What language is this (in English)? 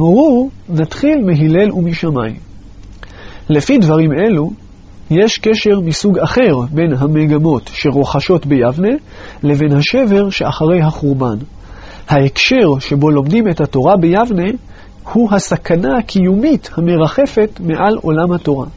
Hebrew